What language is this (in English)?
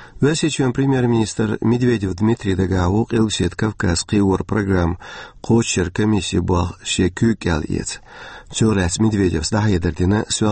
Chechen